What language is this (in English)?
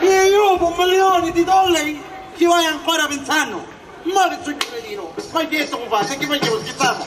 Sicilian